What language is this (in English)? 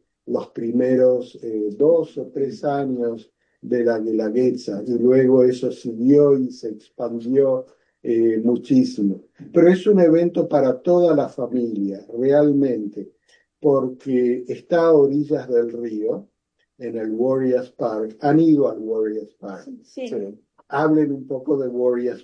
Spanish